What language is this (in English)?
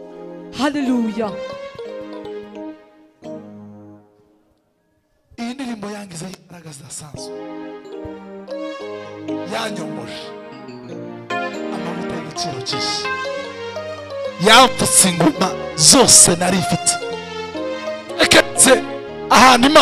Kinyarwanda